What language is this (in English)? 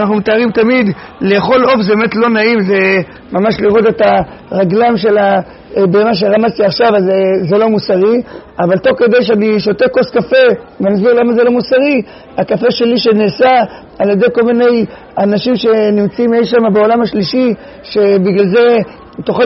Hebrew